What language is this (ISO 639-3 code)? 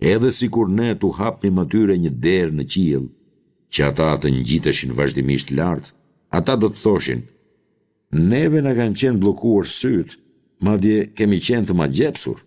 sqi